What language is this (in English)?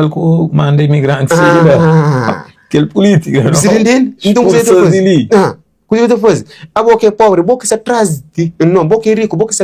Kabuverdianu